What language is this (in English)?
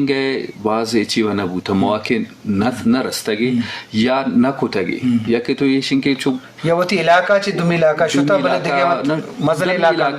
Eastern Balochi